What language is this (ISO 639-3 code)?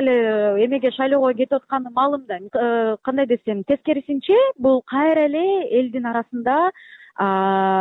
kir